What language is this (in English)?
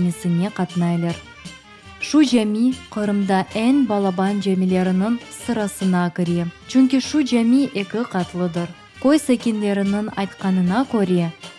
Crimean Tatar